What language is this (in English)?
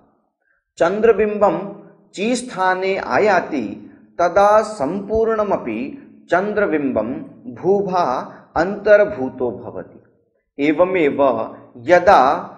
Sanskrit